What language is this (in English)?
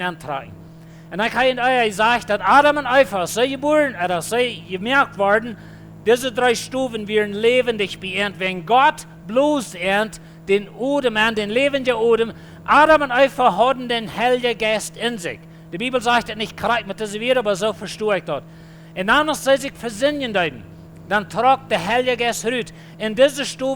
Plautdietsch